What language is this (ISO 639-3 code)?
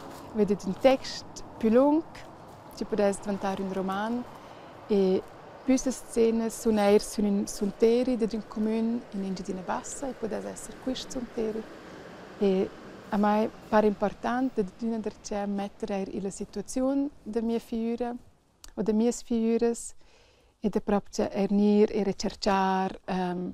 roh